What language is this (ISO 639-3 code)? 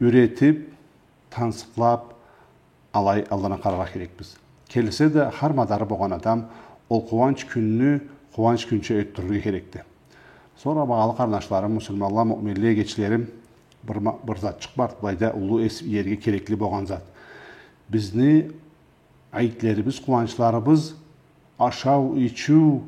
krc